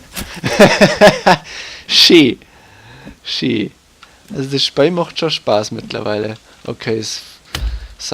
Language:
Bavarian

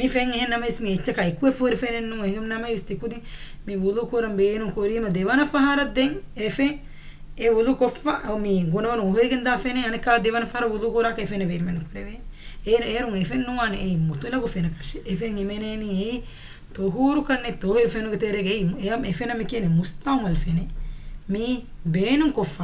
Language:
Divehi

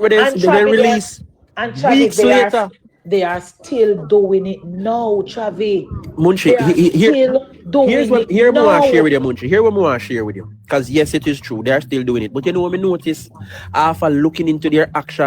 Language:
Jamaican Creole English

